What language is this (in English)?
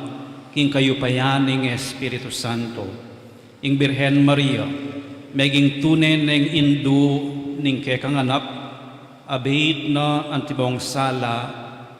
Pampanga